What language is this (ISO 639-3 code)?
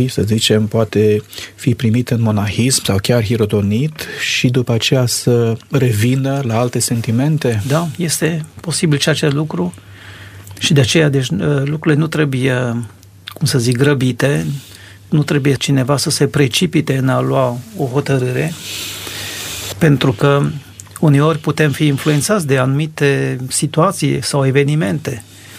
ron